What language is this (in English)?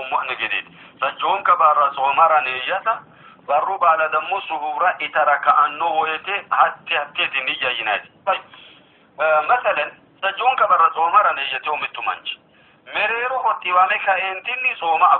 Sidamo